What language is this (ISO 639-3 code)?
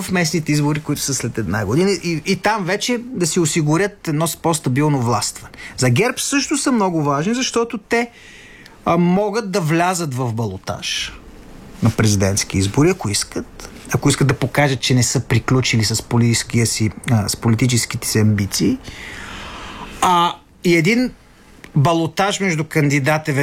bul